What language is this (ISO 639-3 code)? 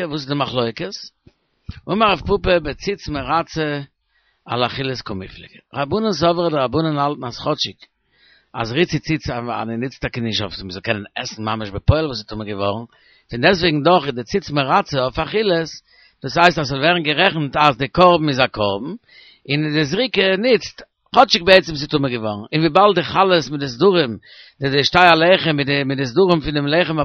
yid